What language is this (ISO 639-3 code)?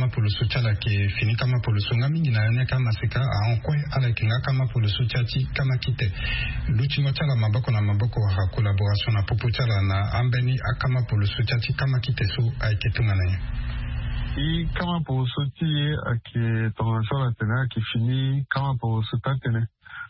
sag